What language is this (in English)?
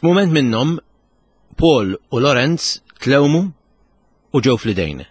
Maltese